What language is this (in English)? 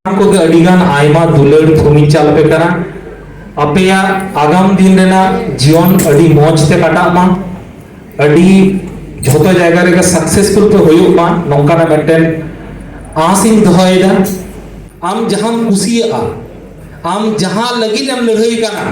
Santali